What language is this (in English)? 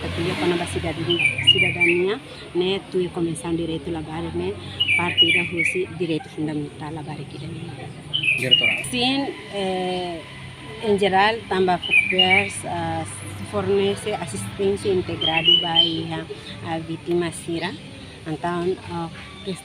Tetum